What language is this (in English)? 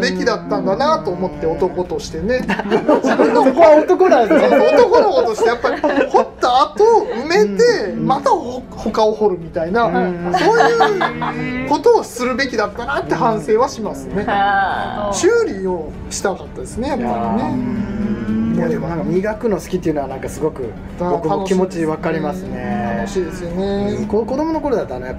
Japanese